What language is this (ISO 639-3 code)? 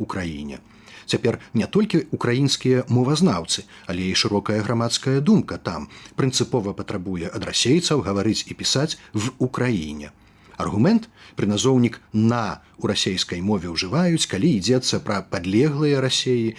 bel